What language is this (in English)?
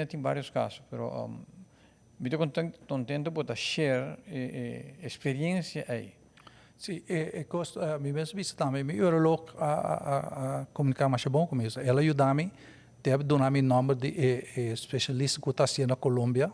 Papiamento